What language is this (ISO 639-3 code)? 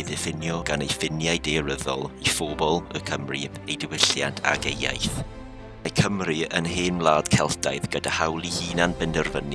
cym